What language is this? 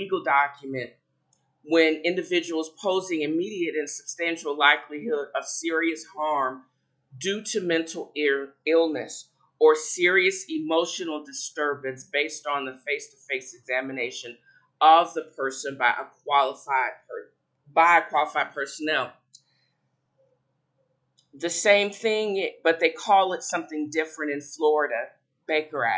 English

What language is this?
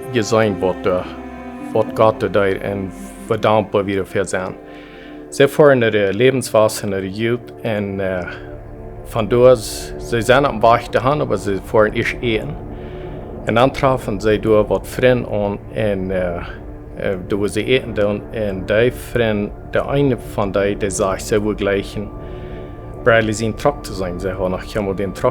Plautdietsch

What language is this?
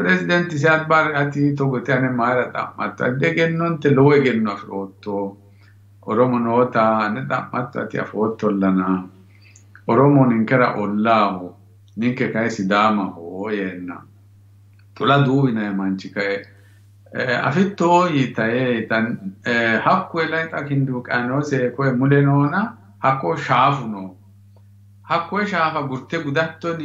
Sidamo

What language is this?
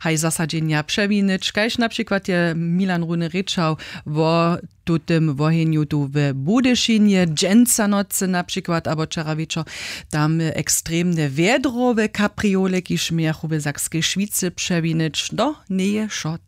Upper Sorbian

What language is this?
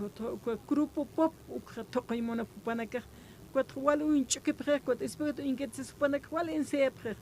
Aymara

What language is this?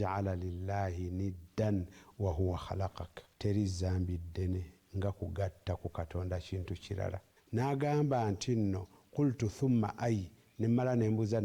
Ganda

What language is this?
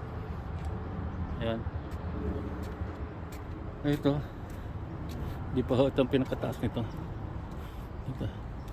Filipino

